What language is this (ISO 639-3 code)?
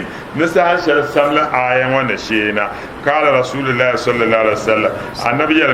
dag